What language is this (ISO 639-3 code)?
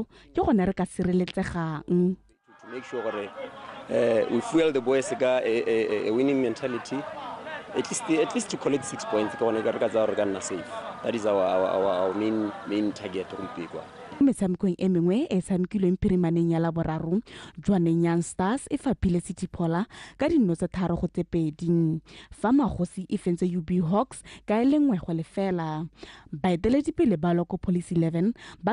tsn